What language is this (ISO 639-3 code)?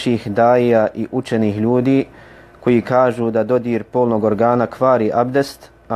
bos